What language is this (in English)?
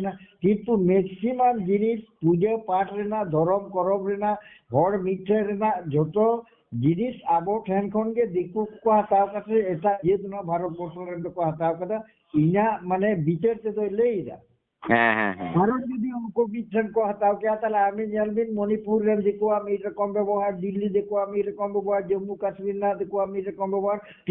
Santali